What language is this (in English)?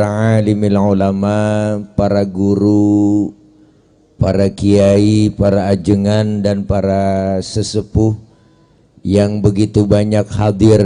Betawi